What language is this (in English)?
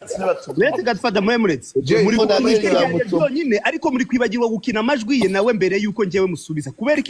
Kinyarwanda